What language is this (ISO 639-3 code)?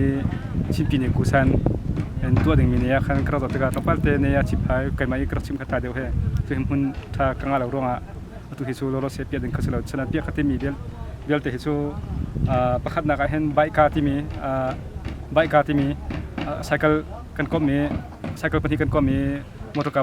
cnh